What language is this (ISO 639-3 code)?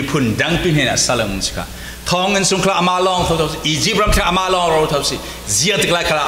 cfm